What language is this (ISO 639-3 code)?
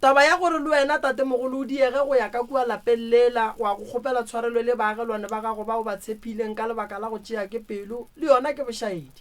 nso